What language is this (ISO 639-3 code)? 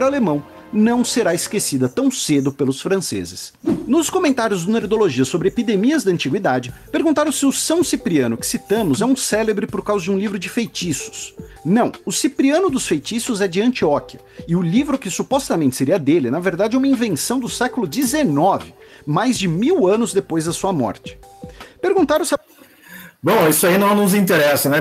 por